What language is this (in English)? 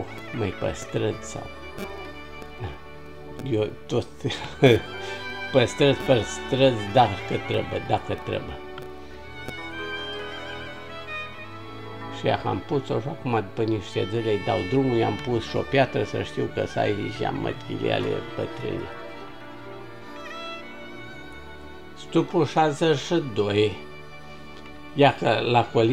Romanian